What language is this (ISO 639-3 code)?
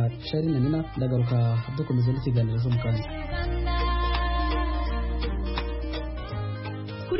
kin